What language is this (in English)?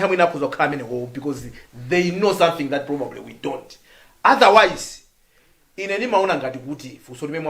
Nyanja